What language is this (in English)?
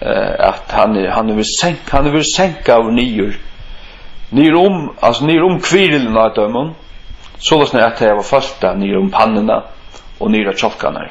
Faroese